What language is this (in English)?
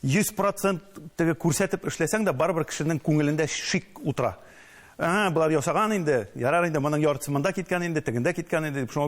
Tatar